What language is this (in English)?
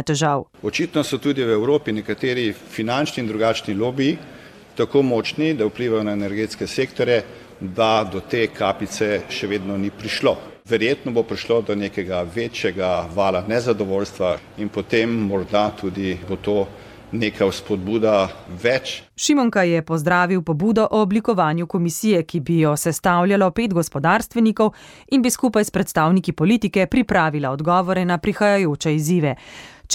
Slovenian